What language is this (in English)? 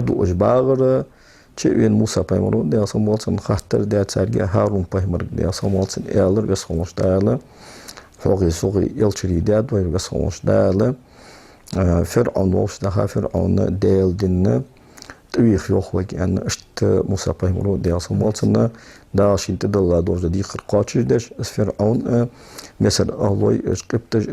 Ingush